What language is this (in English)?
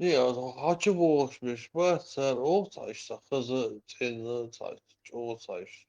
Chechen